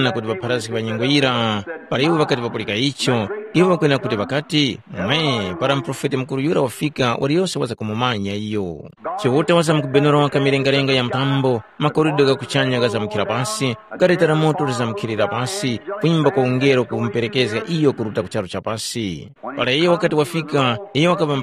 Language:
Tumbuka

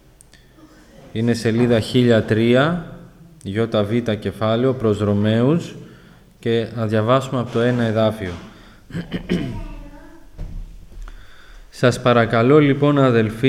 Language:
Greek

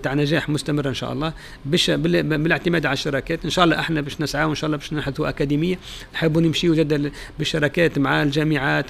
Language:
Tunisian Arabic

